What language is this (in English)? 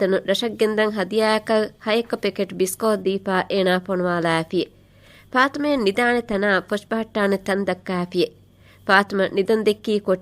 Divehi